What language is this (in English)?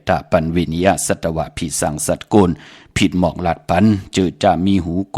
Shan